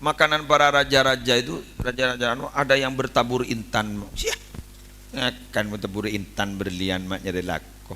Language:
Madurese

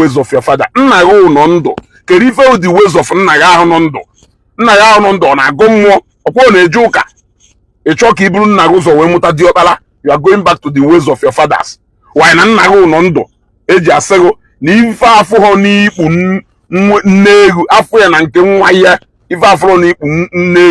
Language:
Igbo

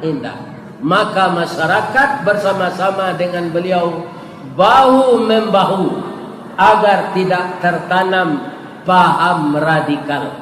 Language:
Minangkabau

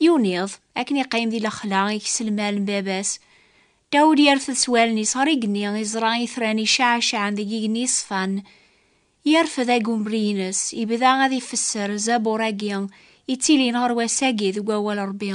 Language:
Kabyle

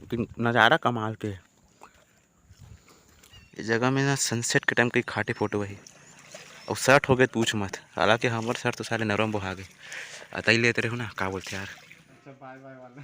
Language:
Chhattisgarhi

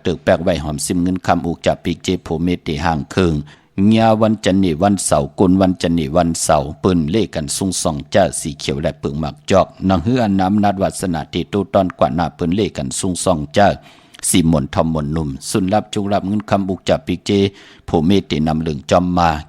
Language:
Shan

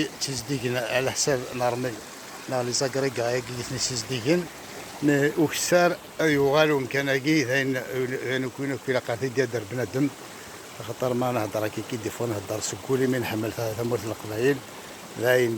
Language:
Kabyle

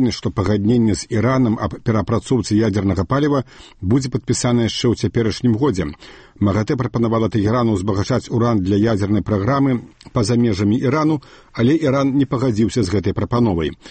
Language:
Belarusian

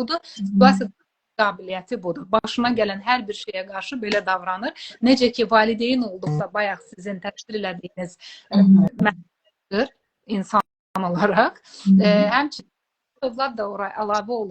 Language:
Azerbaijani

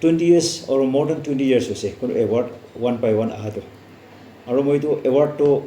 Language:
Naga Pidgin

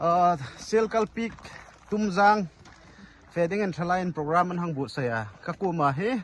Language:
Hmar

